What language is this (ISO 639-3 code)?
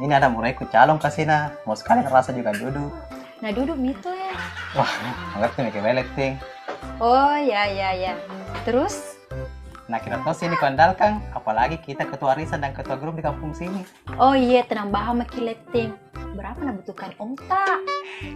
bug